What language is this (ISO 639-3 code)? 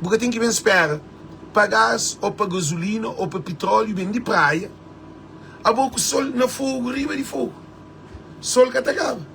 kea